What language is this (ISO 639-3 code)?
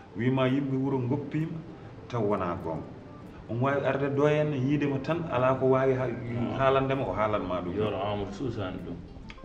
ful